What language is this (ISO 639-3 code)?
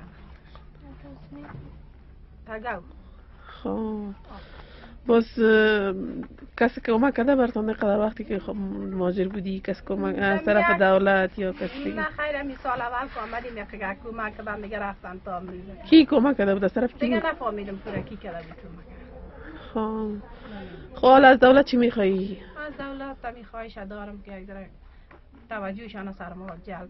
fas